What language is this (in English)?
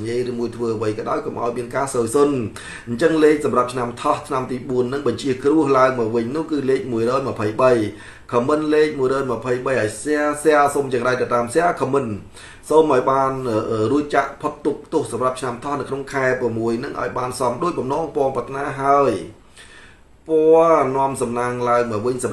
Khmer